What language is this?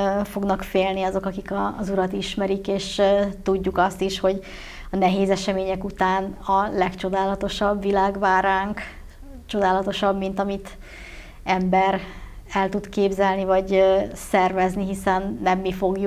Hungarian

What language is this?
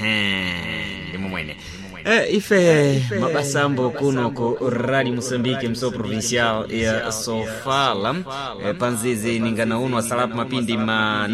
Sena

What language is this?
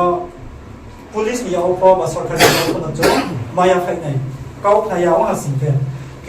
Riang (India)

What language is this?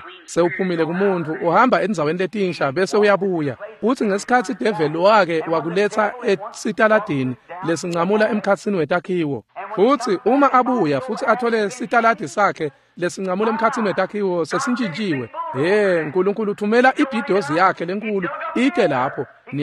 Swati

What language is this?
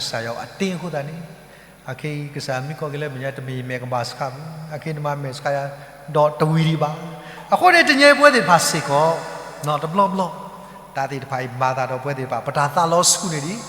S'gaw Karen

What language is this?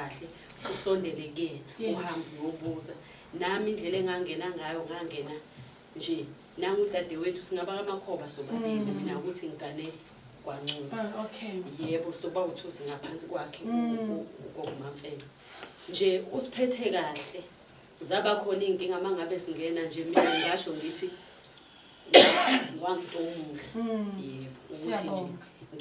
Zulu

